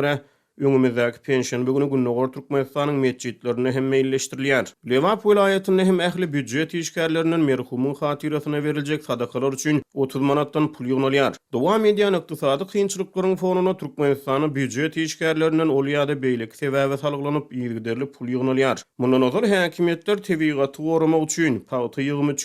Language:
Turkmen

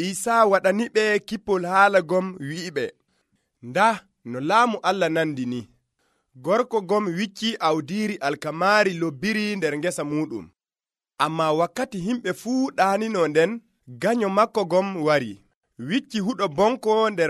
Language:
Nigerian Fulfulde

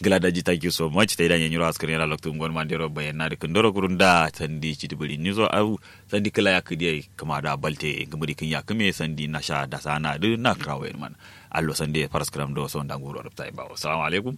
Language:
Kanuri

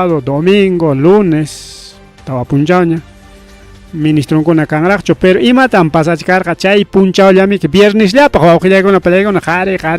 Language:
Ayacucho Quechua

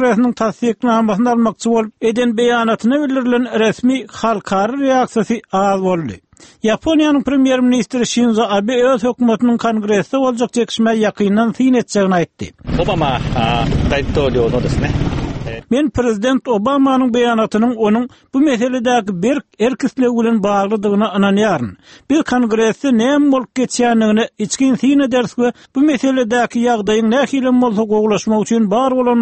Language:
Turkmen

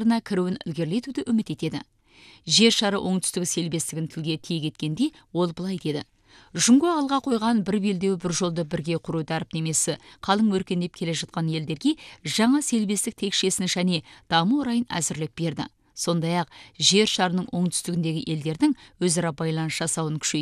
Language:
Kazakh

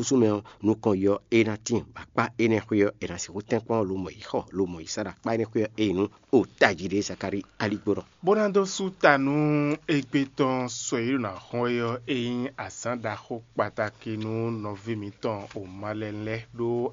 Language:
Fon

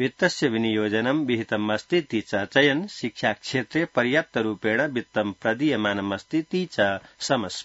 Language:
Sanskrit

